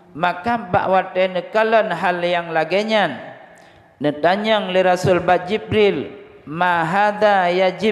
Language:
Achinese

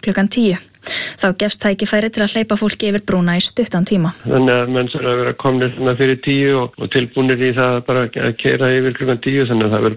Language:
Icelandic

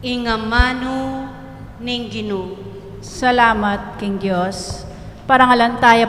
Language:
Pampanga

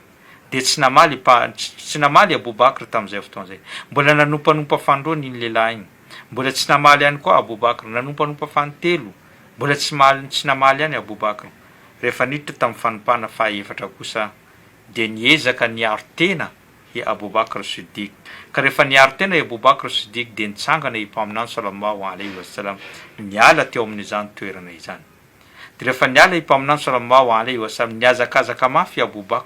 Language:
Malagasy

